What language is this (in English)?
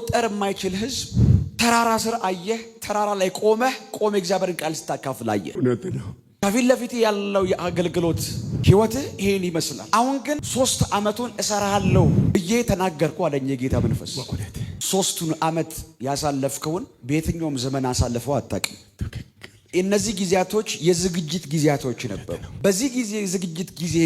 Amharic